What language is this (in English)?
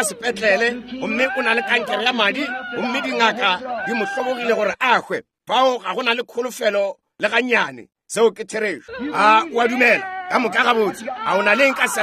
Northern Sotho